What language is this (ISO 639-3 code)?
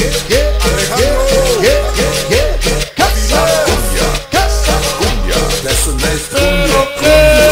spa